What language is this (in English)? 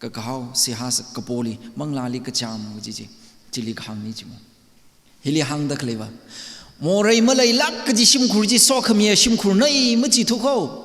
Tangkhul Naga (India)